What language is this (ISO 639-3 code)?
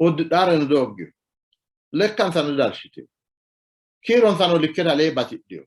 sid